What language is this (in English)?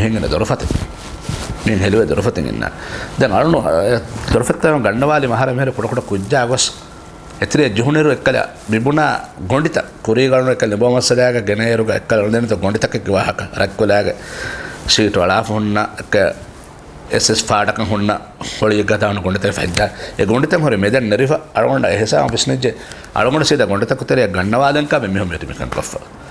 Divehi